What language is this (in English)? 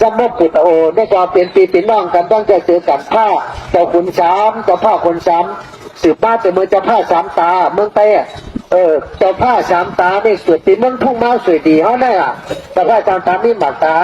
Shan